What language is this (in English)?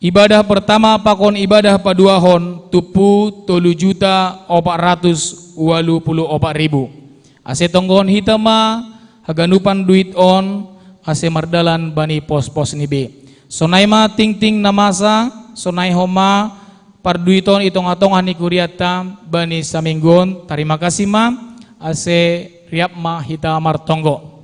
Batak Simalungun